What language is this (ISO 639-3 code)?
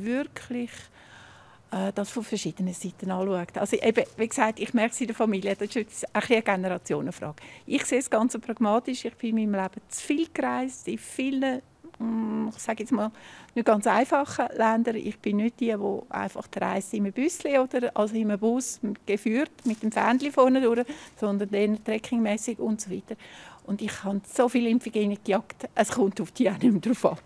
roh